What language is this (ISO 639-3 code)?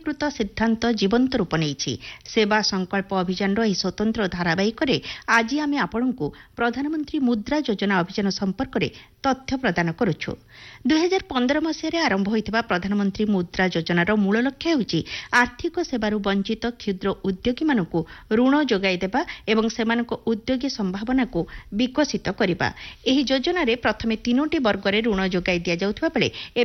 ori